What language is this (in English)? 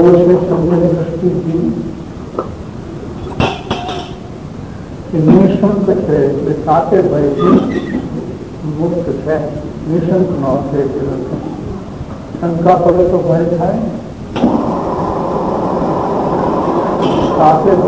Gujarati